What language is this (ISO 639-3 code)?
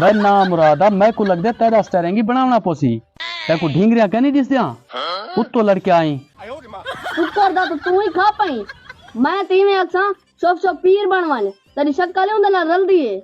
skr